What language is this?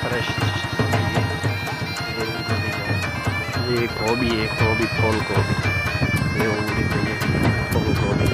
Saraiki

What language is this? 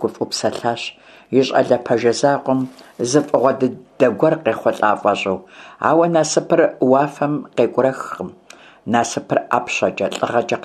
Kabardian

